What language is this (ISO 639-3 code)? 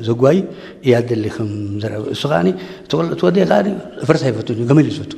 tig